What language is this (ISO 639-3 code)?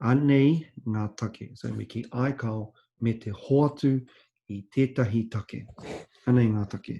mri